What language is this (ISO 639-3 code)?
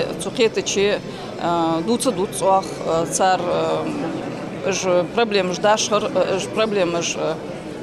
inh